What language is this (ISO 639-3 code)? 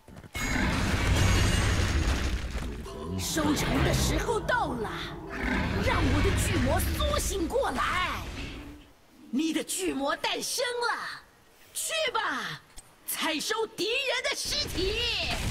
zho